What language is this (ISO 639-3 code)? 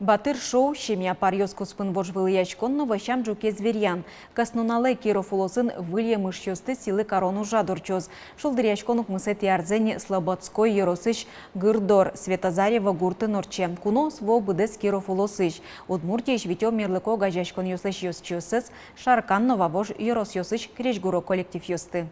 udm